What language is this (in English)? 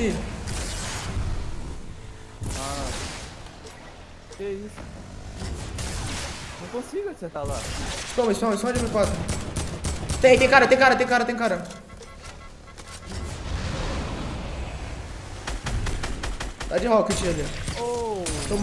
Portuguese